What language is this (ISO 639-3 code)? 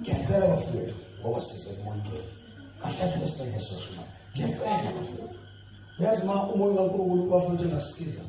zul